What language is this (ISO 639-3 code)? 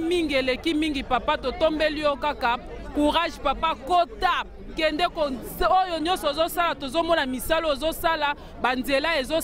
lin